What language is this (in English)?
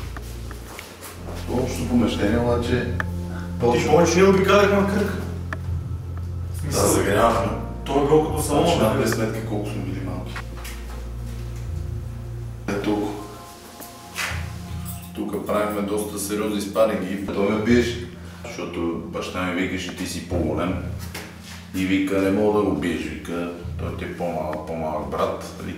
Bulgarian